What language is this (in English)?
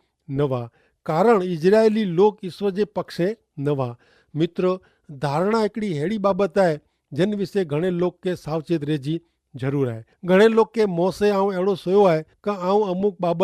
Kachhi